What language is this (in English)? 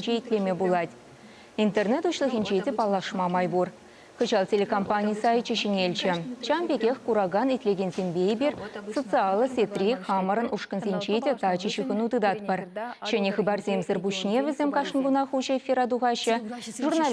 Chuvash